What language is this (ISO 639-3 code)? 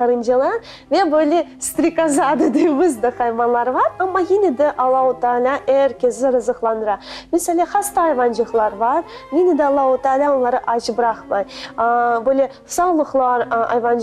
crh